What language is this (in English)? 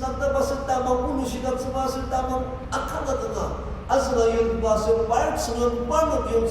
Ao Naga